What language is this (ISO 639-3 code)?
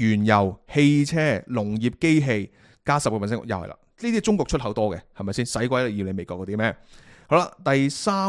yue